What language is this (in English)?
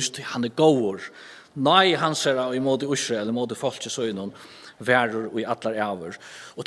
Faroese